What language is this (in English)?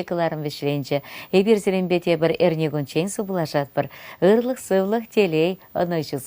Chuvash